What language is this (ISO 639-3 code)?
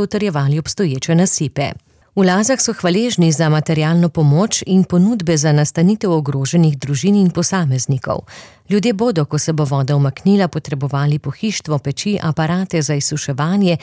slv